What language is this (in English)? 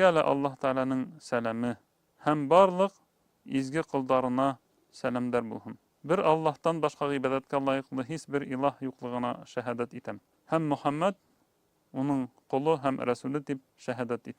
Bashkir